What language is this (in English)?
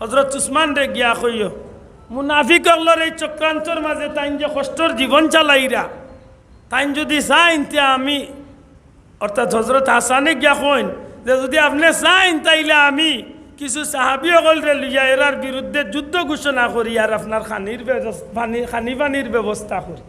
Sylheti